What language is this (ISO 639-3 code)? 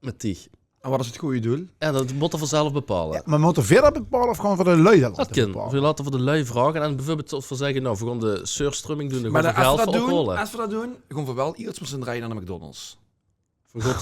lim